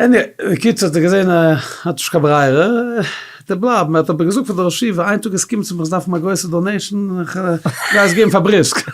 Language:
Yiddish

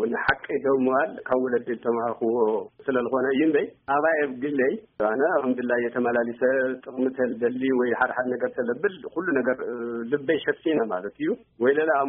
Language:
Tigrinya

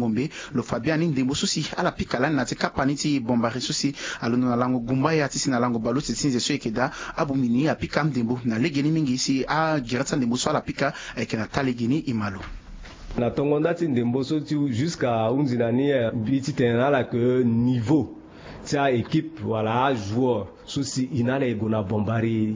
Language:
Sango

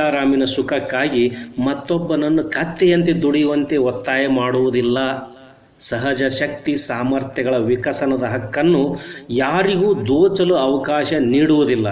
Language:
Kannada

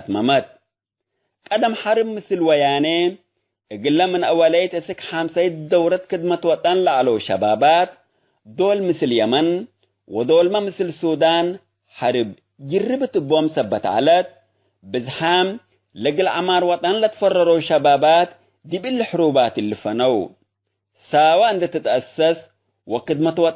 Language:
Tigre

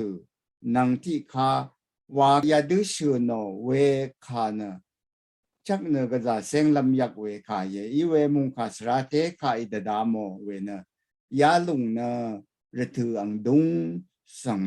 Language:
Rawang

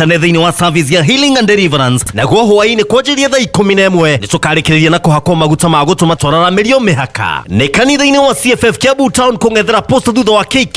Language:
Kikuyu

